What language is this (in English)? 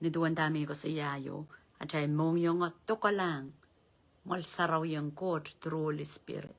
Pohnpeian